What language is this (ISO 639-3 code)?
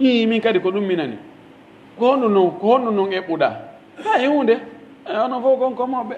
fuf